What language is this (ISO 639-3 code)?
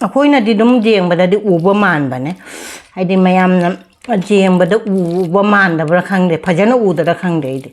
mni